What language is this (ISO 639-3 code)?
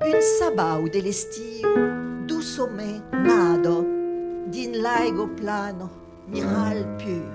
oci